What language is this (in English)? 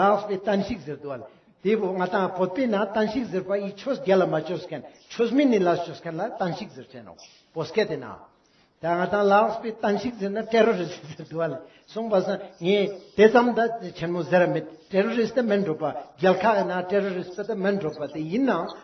Ladakhi